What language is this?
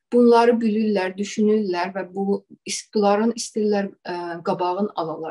South Azerbaijani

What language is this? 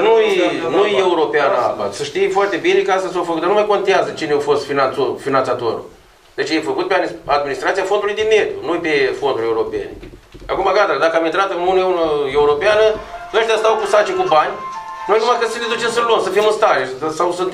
Romanian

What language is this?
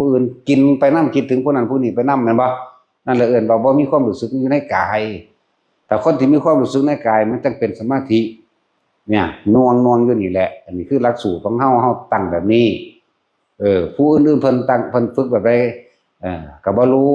Northeastern Thai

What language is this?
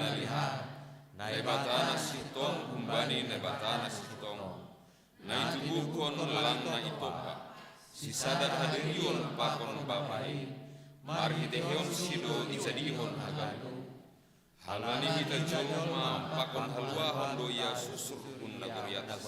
Batak Simalungun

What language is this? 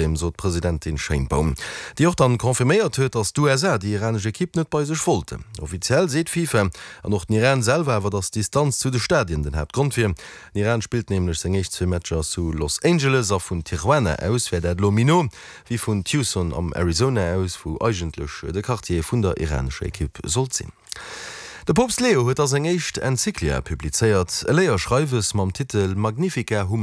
Luxembourgish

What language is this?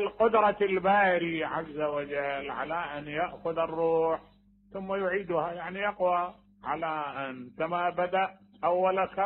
Mesopotamian Arabic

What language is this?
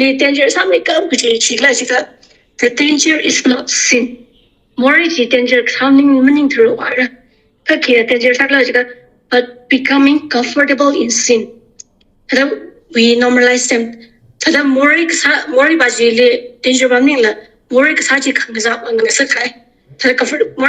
Tangkhul Naga (India)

